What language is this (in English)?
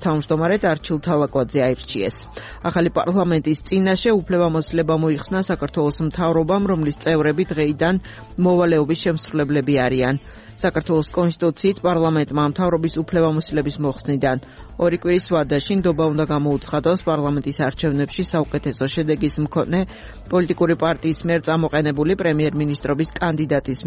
Georgian